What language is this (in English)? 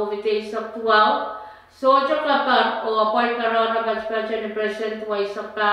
Pohnpeian